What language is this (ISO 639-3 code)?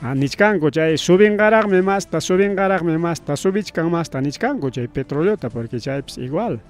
quy